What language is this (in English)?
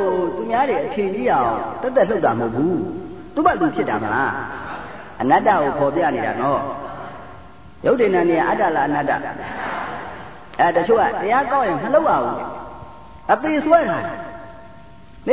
Burmese